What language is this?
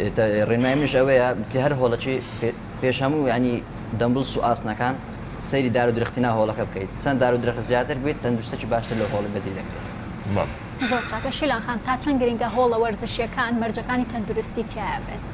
Central Kurdish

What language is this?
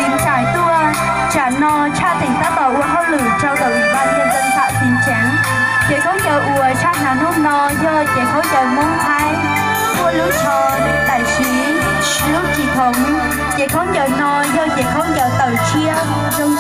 Hmong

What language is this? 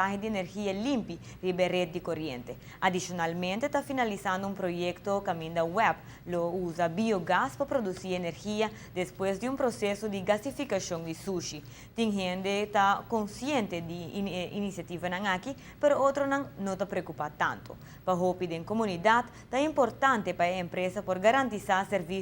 Papiamento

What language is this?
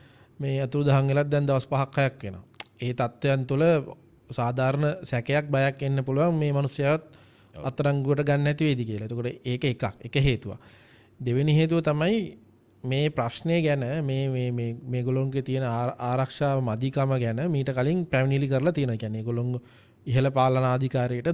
Sinhala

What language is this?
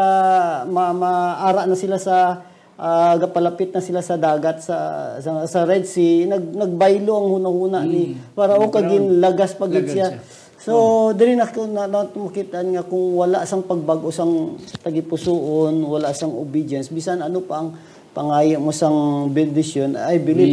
Hiligaynon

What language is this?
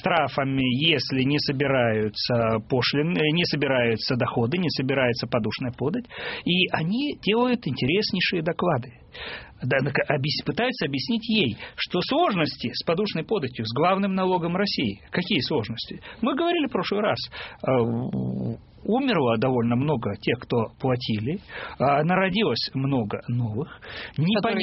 Russian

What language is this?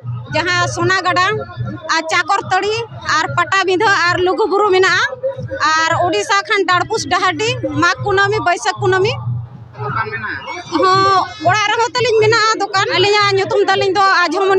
Santali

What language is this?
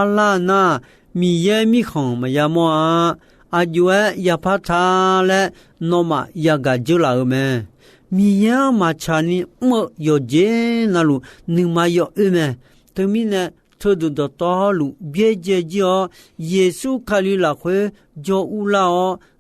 Akha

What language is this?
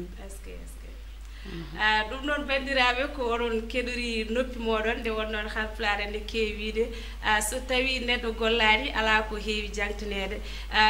Fula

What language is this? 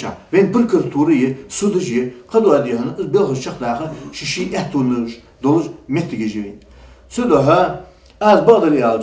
Ingush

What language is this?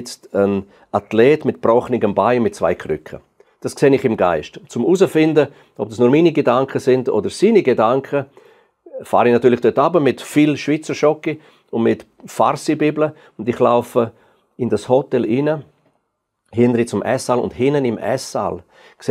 Swiss German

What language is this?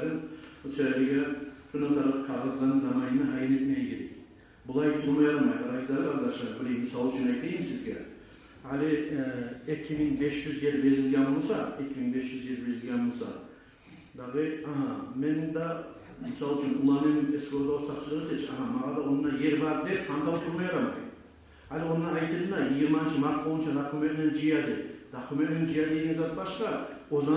Kumyk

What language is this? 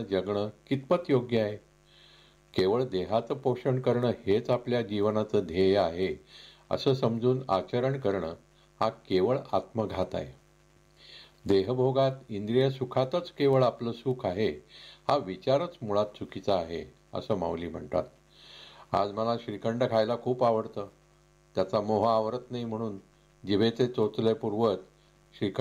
Marathi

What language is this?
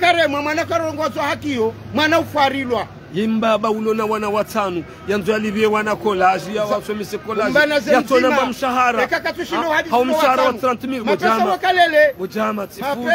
Ngazidja Comorian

